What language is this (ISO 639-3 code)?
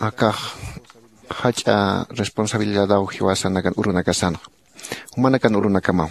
aym